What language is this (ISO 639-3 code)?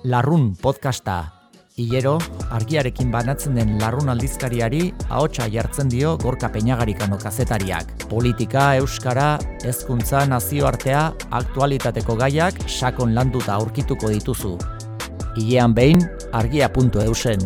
eus